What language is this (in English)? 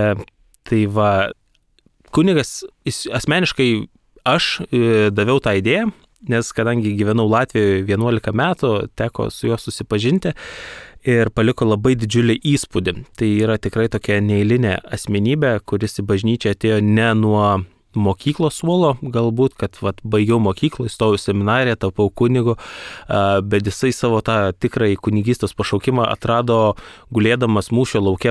Lithuanian